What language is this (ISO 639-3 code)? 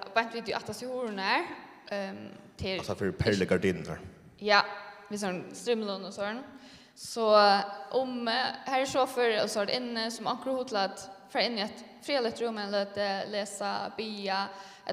fao